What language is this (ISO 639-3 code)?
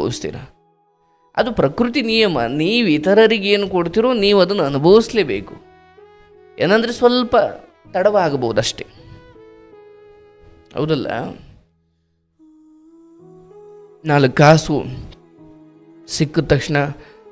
kan